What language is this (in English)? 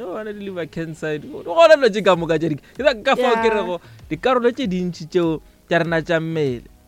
Northern Sotho